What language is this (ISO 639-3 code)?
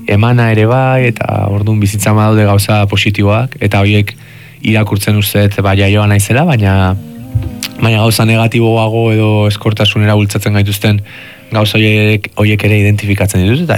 eus